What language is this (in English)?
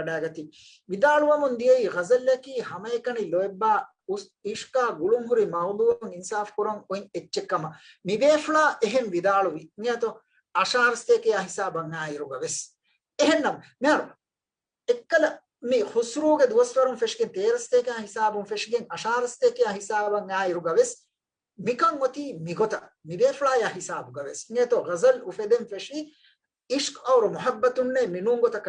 Divehi